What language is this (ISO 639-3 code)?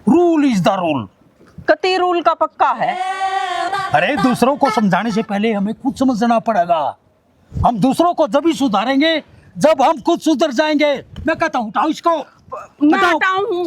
bgc